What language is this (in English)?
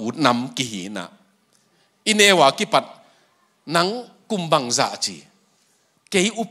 Tedim Chin